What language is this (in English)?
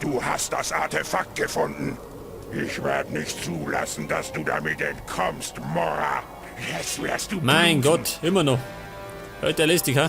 Bavarian